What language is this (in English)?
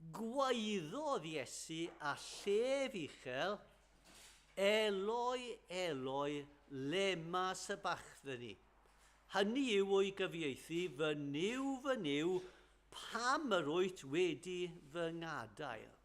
Welsh